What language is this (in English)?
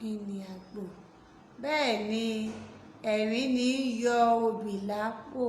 Yoruba